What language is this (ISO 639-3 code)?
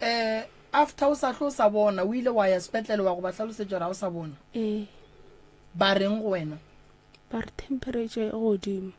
nso